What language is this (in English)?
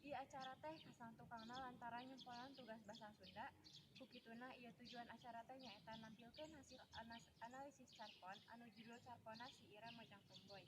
Sundanese